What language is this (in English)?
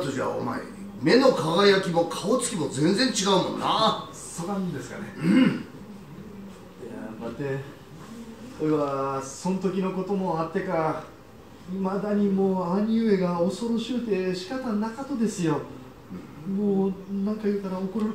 Japanese